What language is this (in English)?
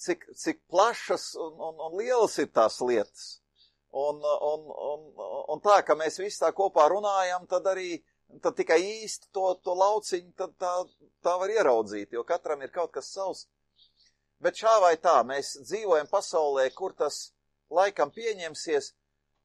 Latvian